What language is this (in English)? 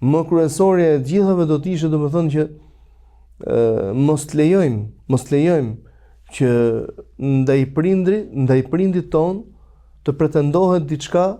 Albanian